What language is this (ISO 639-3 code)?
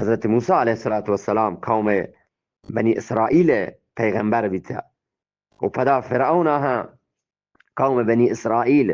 bgp